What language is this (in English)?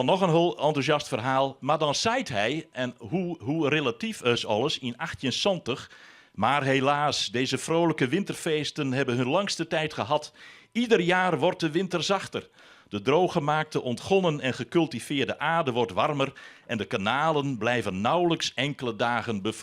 Western Frisian